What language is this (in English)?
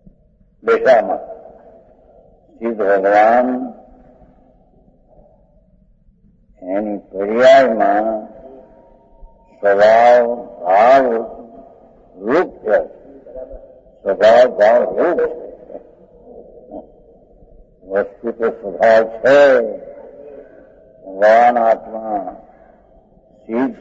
Gujarati